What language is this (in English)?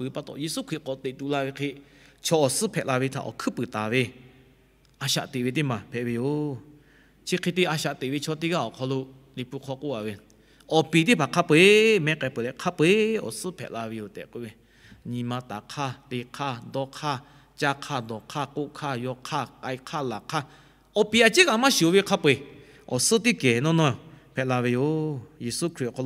Lahu